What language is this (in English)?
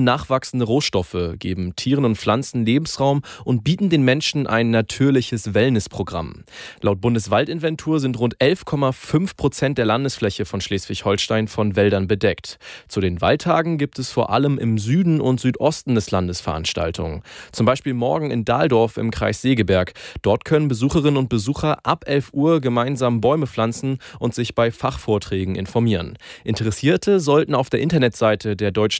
German